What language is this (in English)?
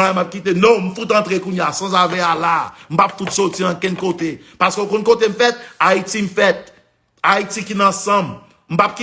Haitian Creole